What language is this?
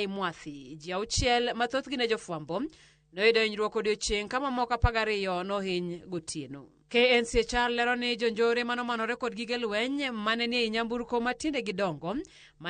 Luo (Kenya and Tanzania)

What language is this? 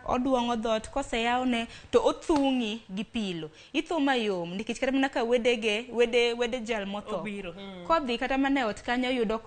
Luo (Kenya and Tanzania)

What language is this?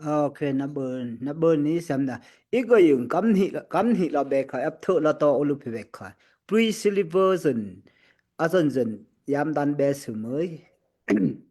Daai Chin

